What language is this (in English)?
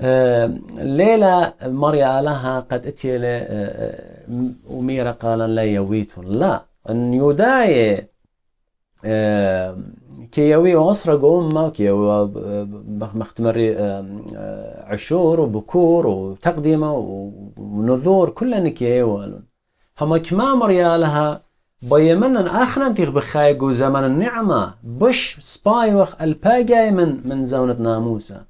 Assyrian Neo-Aramaic